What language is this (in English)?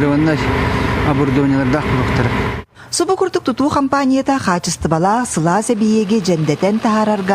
Yakut